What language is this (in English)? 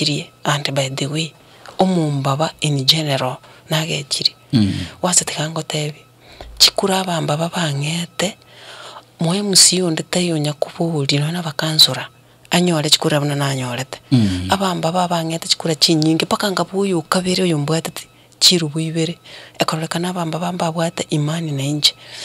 Gusii